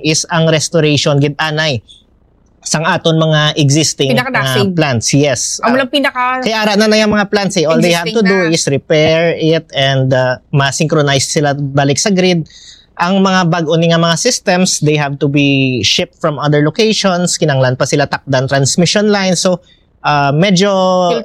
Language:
Hiligaynon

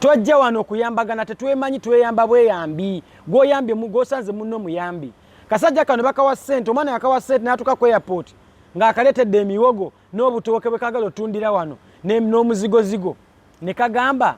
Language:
Ganda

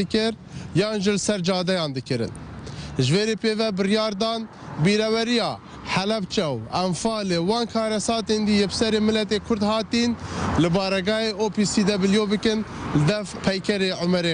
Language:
Kurdish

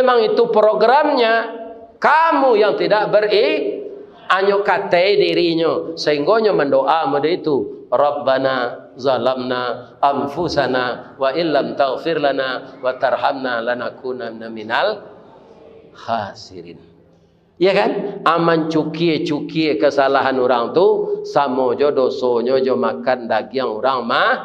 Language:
Minangkabau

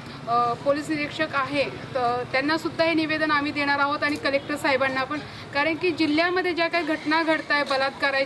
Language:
Marathi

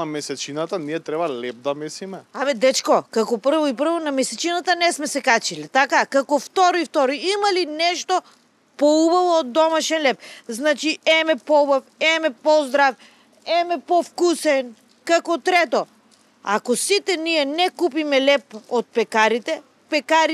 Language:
Macedonian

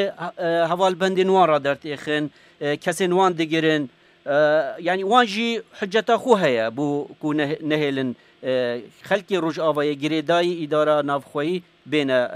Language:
Kurdish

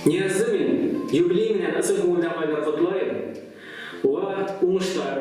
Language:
Bashkir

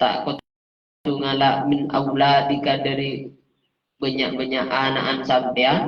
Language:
Madurese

